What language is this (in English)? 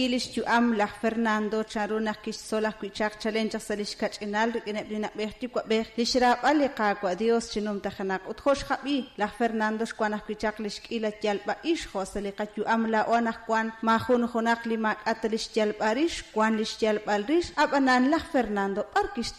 Kekchí